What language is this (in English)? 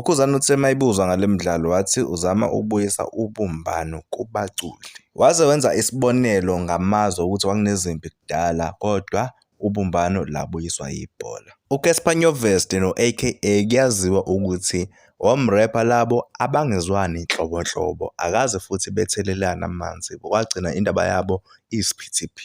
Zulu